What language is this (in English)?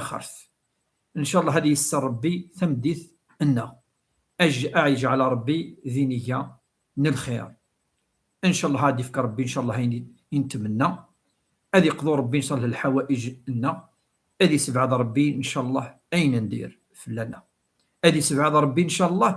Kabyle